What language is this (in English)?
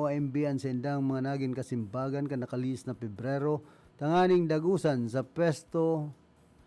Bikol